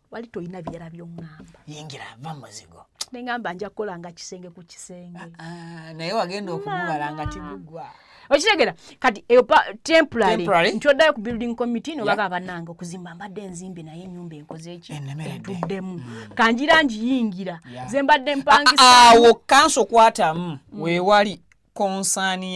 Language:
Ganda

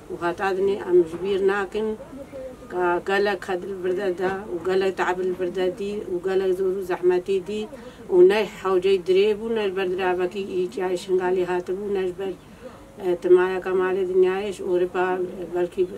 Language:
Kurdish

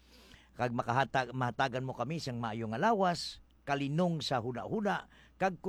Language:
Hiligaynon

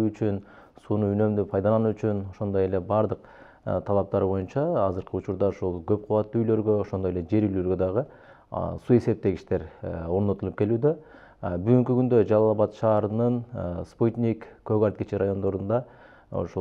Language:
Kyrgyz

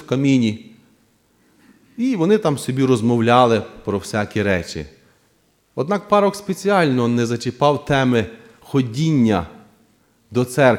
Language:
Ukrainian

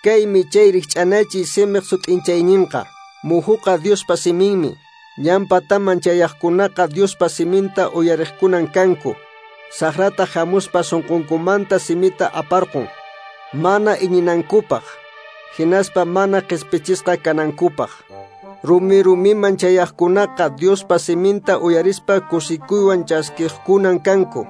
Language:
Quechua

